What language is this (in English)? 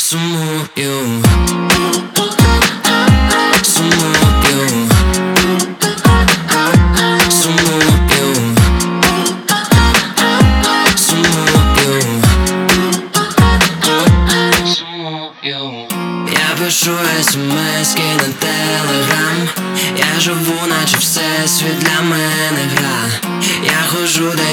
Ukrainian